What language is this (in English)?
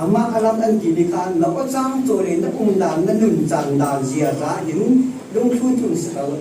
Falam Chin